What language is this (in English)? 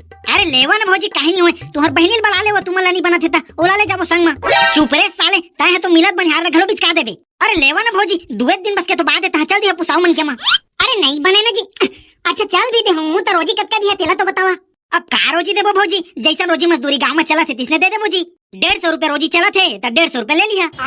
Chhattisgarhi